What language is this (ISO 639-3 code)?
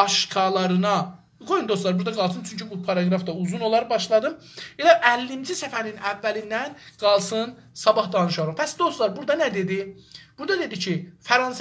azb